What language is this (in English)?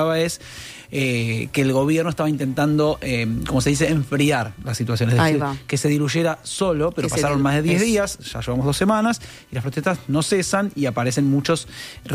Spanish